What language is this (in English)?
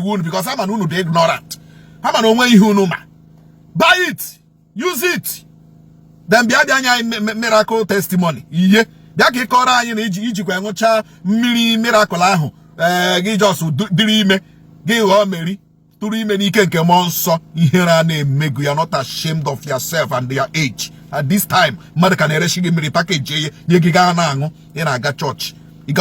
Igbo